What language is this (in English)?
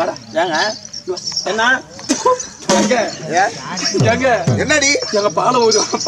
Tamil